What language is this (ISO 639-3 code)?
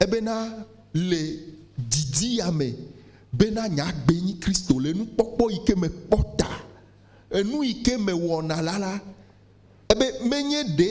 ewe